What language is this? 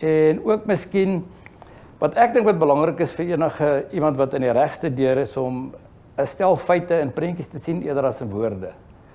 Afrikaans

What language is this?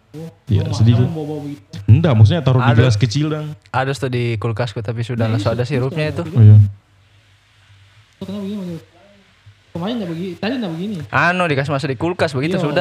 Indonesian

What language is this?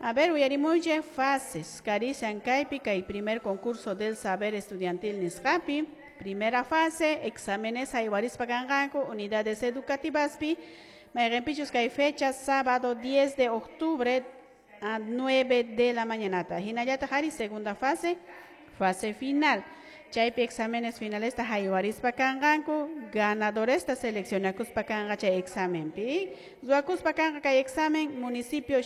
Quechua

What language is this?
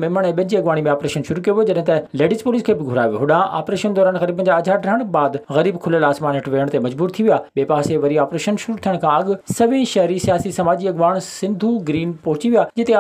Sindhi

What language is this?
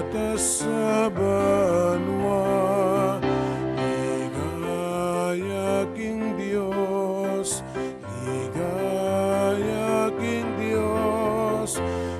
Pampanga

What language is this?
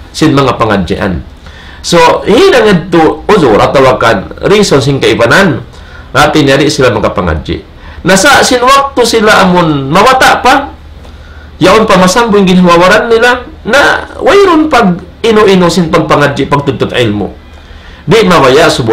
Tausug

